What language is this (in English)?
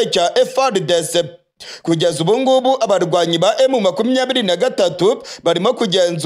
Kinyarwanda